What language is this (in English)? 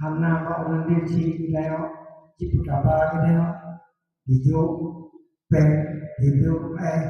Achinese